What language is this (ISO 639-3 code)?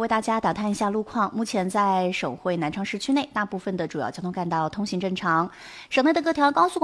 zho